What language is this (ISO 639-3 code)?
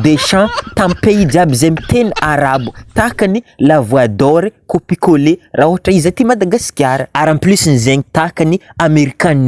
mlg